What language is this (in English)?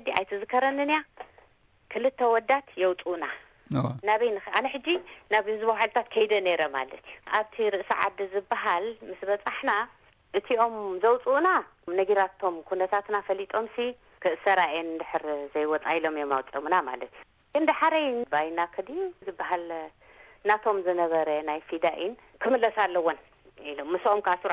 Tigrinya